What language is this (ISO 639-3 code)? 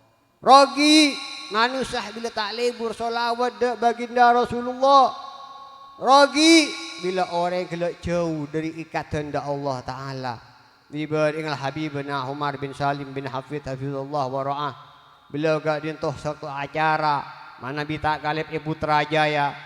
mad